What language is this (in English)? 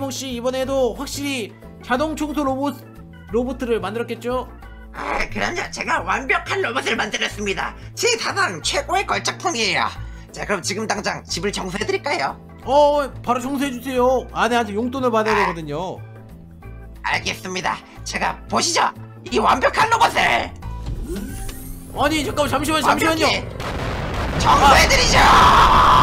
Korean